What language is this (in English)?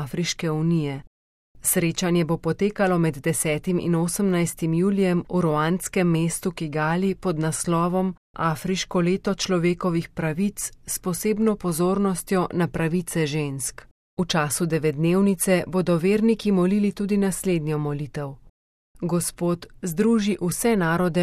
Slovenian